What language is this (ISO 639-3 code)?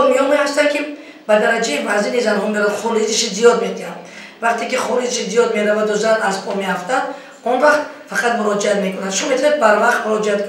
tgk